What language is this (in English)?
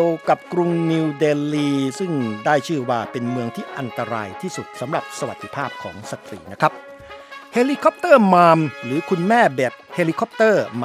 Thai